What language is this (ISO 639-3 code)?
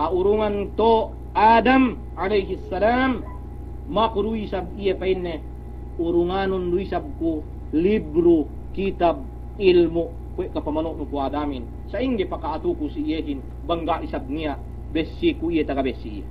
yka